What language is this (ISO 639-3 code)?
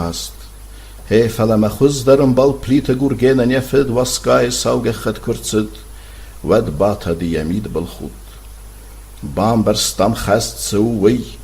oss